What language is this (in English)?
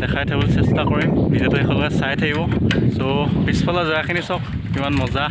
Assamese